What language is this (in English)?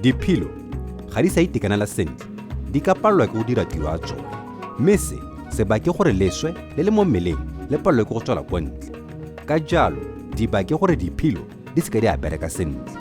Tswana